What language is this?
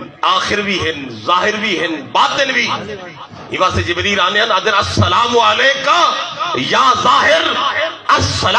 Saraiki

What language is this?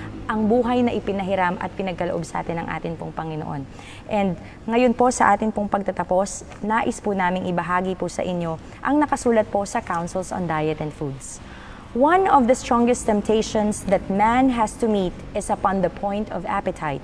Filipino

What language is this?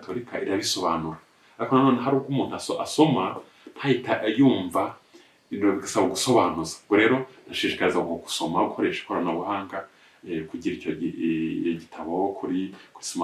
Kinyarwanda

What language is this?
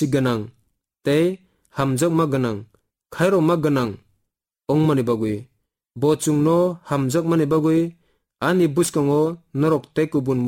Kok Borok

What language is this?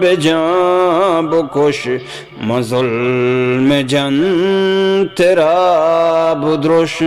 Eastern Balochi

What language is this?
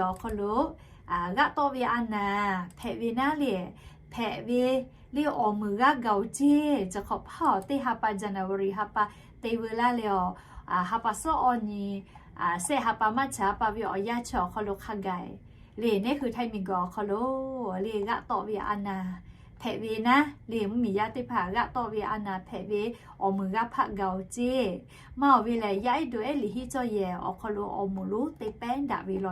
Lahu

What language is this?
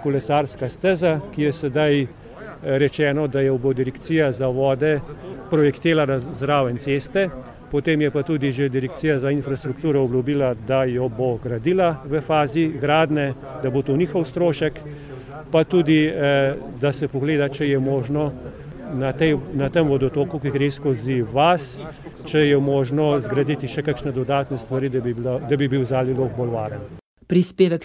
Slovenian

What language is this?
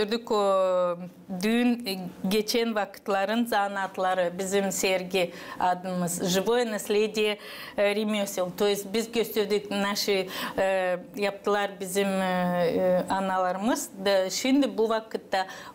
Gagauz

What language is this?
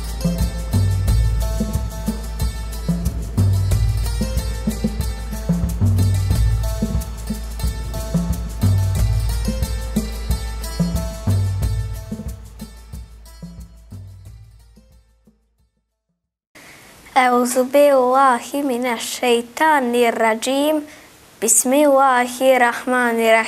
Bosnian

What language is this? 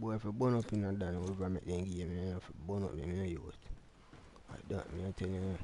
Jamaican Creole English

